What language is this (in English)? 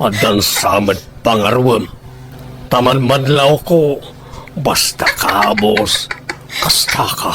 Iloko